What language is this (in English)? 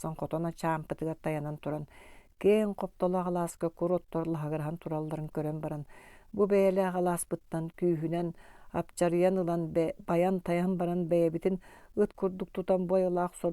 Yakut